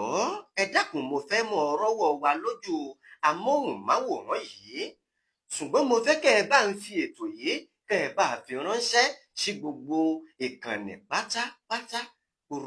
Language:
Yoruba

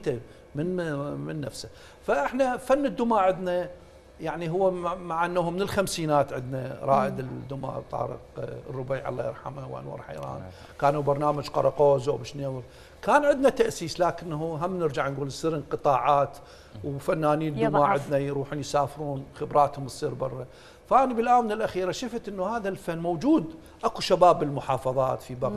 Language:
Mesopotamian Arabic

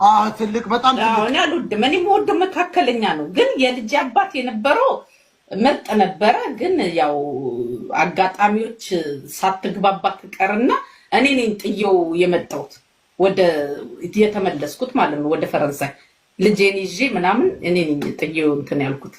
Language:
Amharic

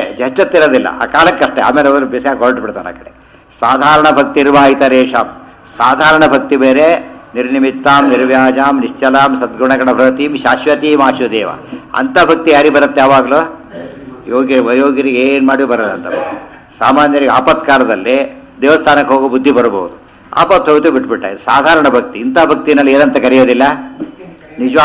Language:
Kannada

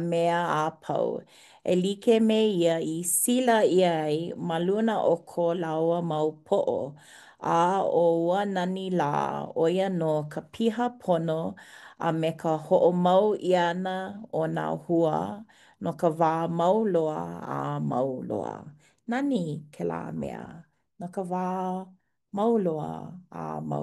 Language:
Hawaiian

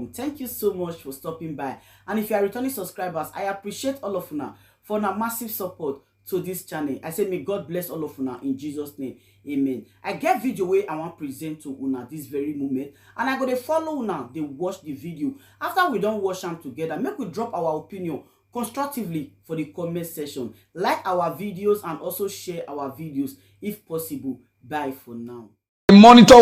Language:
Nigerian Pidgin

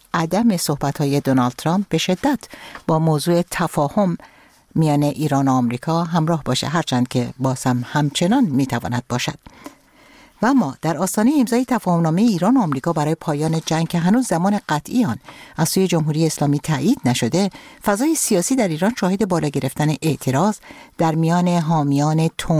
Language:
Persian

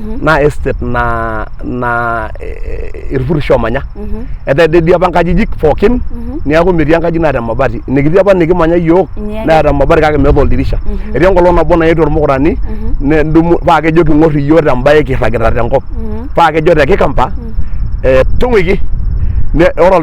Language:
Masai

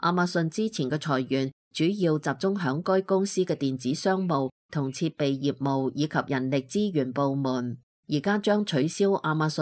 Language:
Cantonese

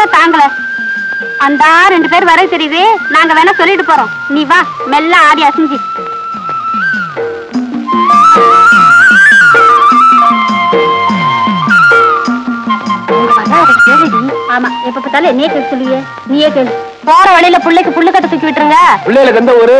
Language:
Tamil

